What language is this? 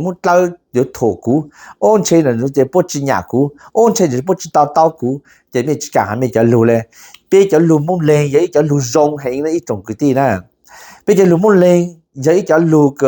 Hmong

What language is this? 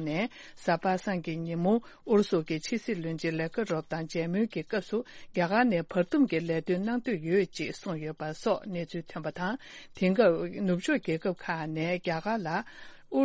Tibetan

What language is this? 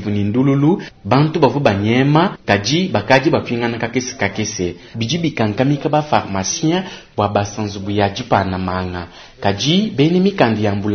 Luba-Lulua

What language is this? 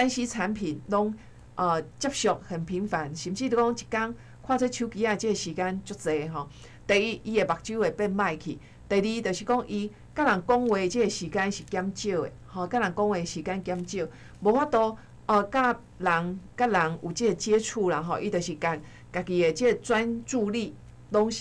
Min Nan Chinese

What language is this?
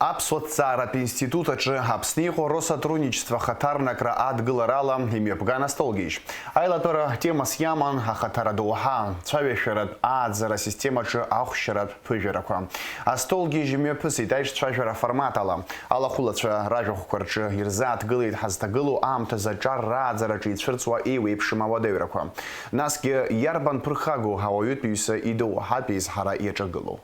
Abkhazian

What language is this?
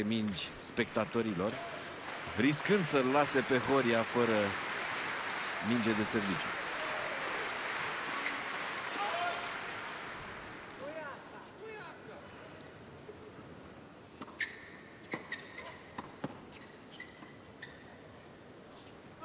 Romanian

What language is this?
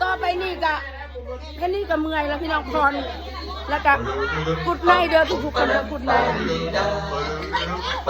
Lao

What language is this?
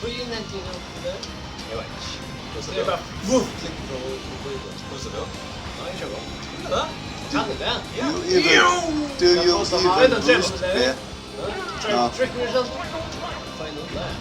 Faroese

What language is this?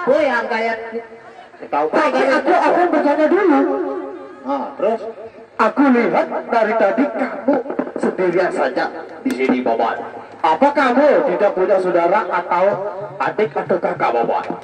Sasak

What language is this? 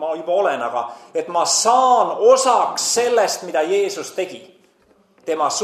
Estonian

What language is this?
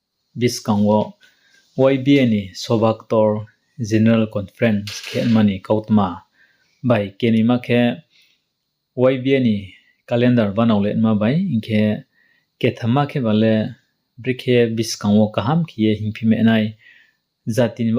Riang (India)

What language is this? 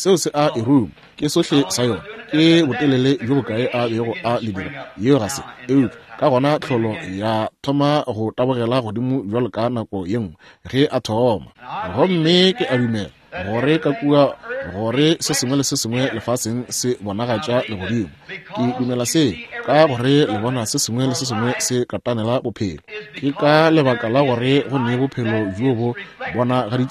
Northern Sotho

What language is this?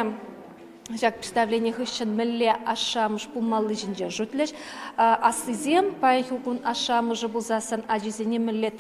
Chuvash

